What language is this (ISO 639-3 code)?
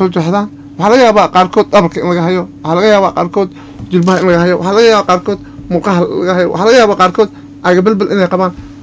som